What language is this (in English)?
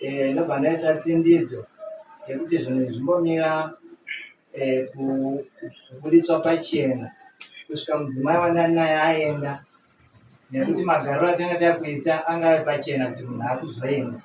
Shona